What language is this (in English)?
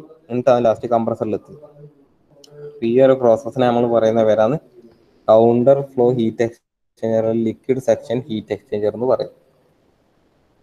Malayalam